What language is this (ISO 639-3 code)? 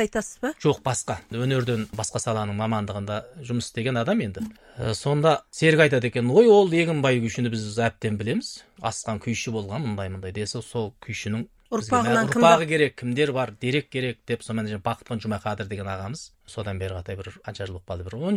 kaz